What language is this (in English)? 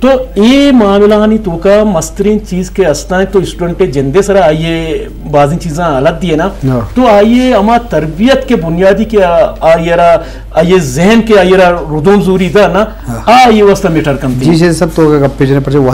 Eastern Balochi